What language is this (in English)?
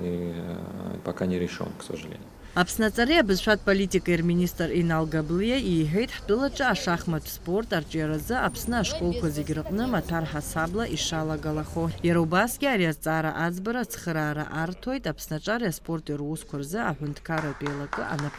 Abkhazian